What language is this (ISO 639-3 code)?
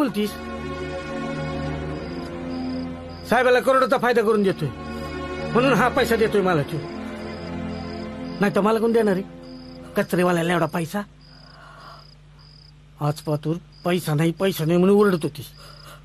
mar